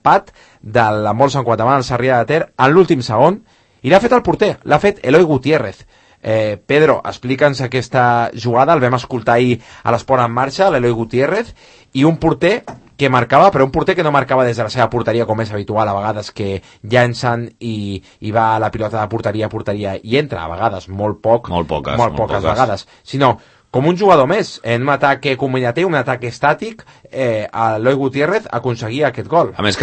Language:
Catalan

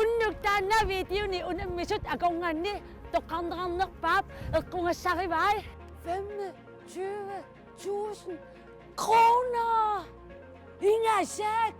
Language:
Kalaallisut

